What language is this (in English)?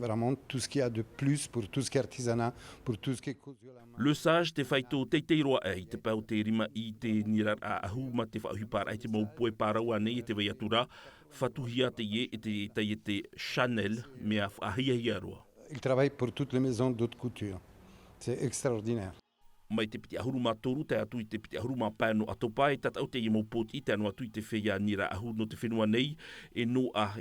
Tahitian